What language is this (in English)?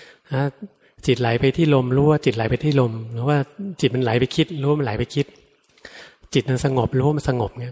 Thai